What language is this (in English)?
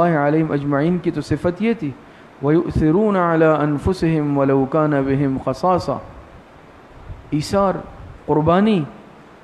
Urdu